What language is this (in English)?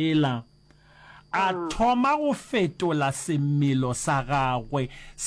Northern Sotho